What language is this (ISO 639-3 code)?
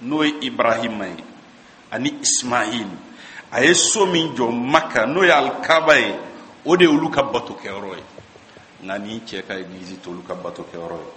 bam